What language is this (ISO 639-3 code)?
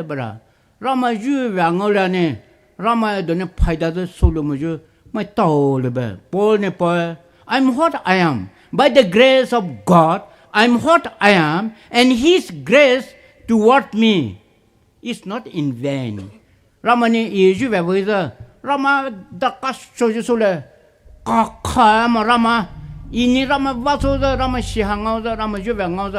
pmx